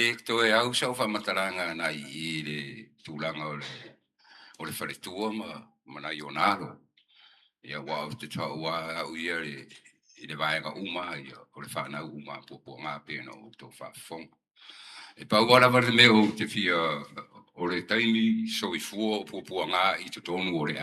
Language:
Samoan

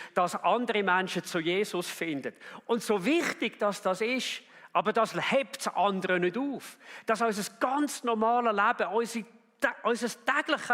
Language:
Swiss German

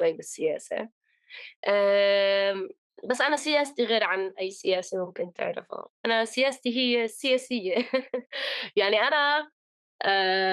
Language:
North Levantine Arabic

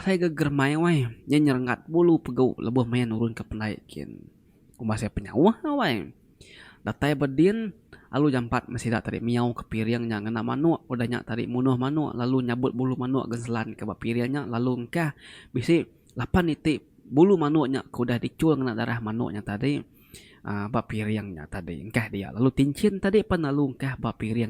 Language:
Iban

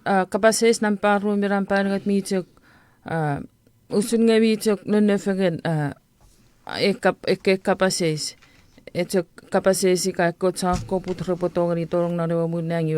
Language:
Chuukese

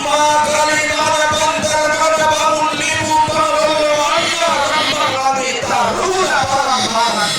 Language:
Toraja-Sa'dan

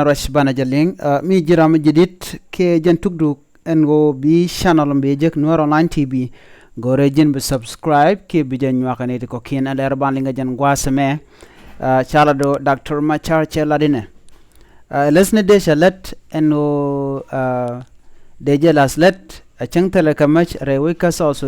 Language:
Nuer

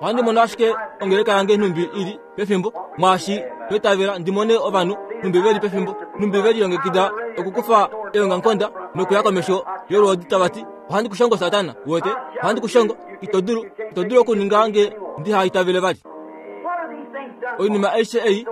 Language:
Kuanyama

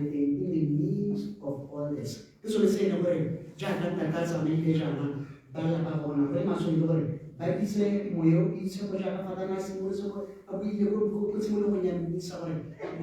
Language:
Tswana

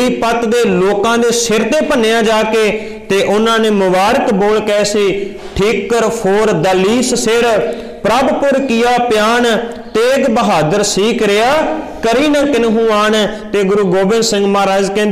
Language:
Punjabi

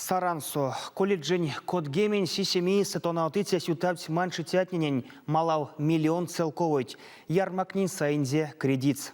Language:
Erzya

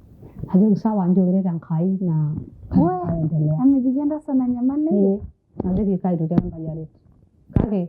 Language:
Masai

